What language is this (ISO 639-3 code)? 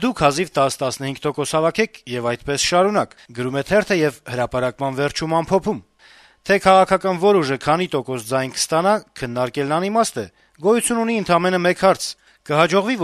hye